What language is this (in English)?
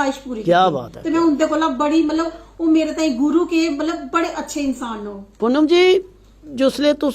Dogri